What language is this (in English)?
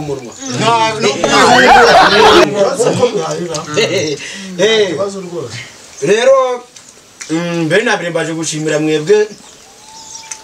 Kinyarwanda